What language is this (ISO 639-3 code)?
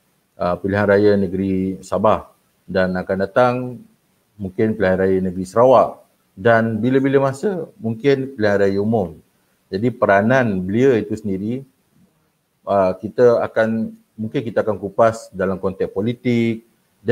msa